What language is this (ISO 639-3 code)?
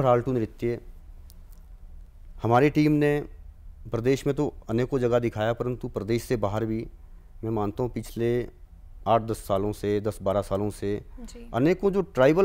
hin